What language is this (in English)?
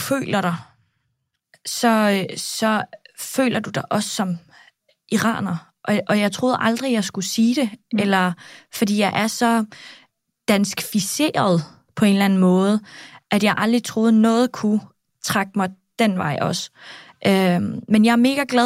Danish